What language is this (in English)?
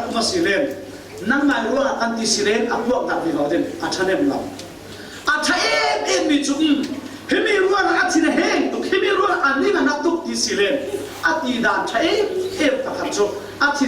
Falam Chin